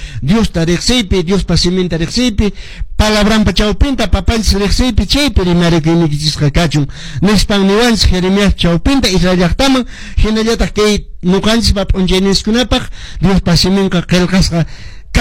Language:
Quechua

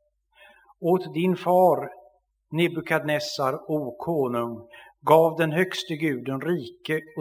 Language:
Swedish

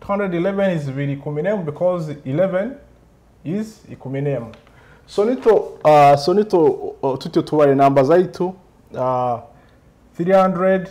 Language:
Nyoro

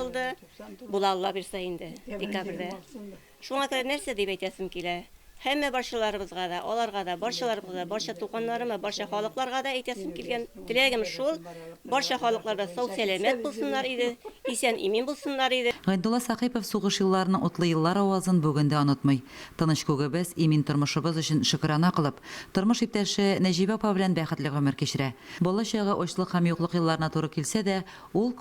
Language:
Tatar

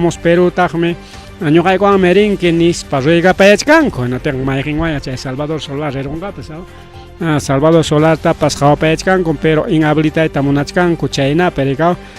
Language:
Ayacucho Quechua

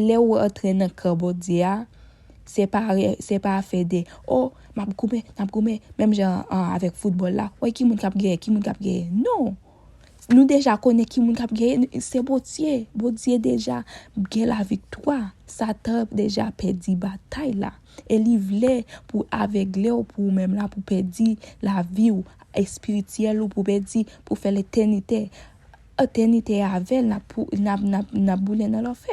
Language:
Haitian Creole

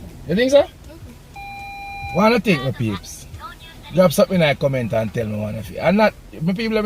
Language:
Jamaican Creole English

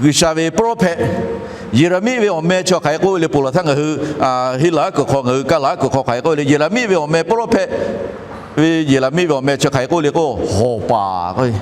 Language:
Lahu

